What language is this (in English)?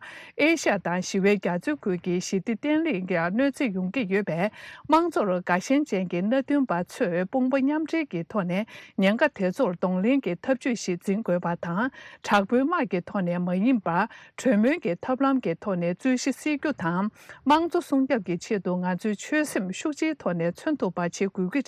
Tibetan